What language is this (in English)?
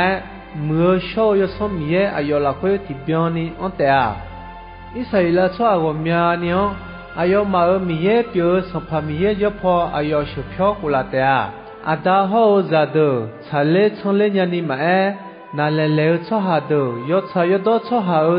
Akha